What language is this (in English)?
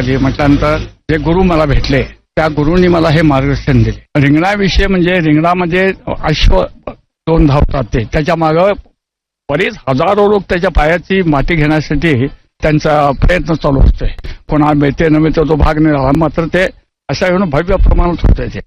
Marathi